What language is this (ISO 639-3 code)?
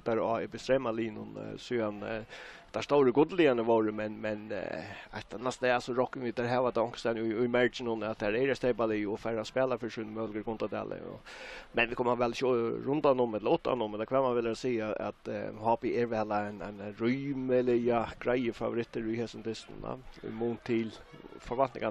fao